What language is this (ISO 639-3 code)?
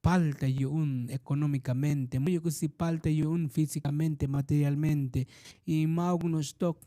tzo